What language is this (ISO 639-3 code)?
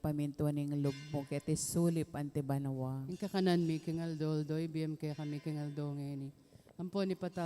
pam